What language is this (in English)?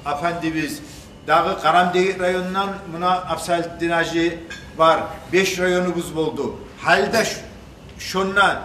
Kumyk